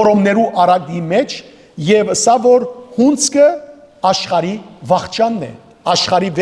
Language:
Western Armenian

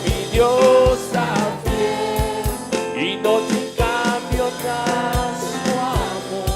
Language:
Papiamento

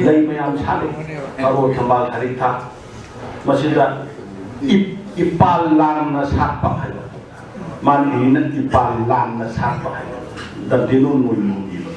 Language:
Manipuri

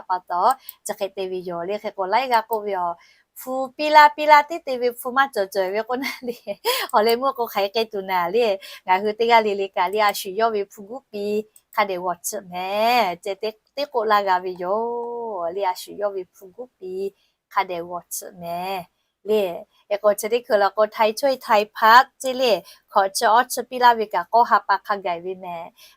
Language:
Lahu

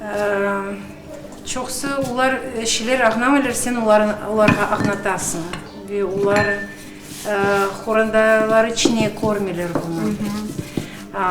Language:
Crimean Tatar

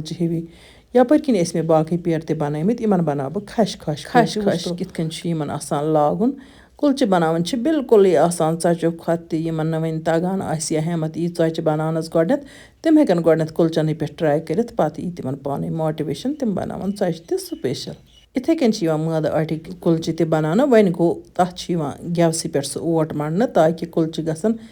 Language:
Kashmiri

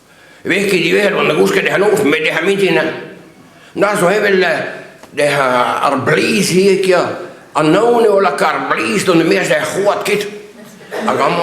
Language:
Breton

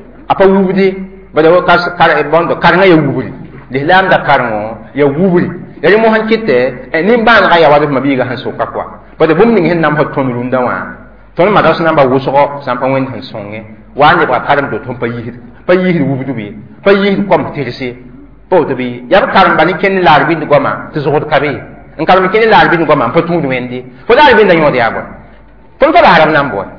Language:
Mossi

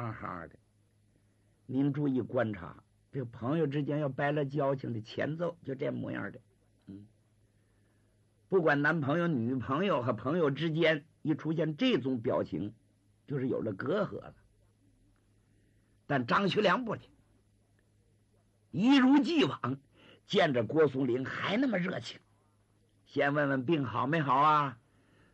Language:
Chinese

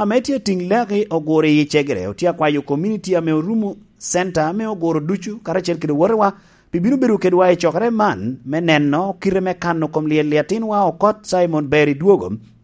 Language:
Lango (Uganda)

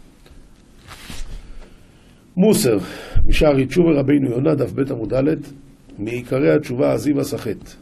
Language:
Hebrew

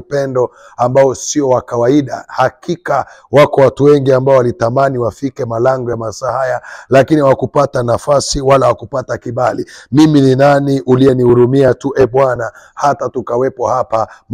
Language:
Swahili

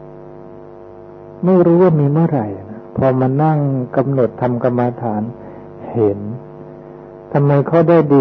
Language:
Thai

